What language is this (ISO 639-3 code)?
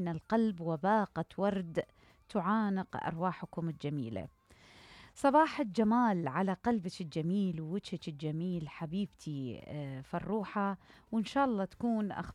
acm